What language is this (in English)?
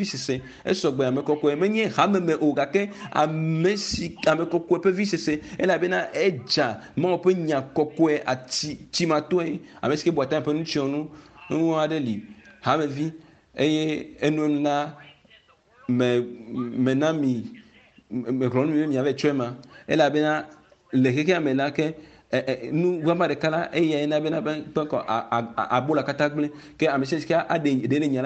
Ewe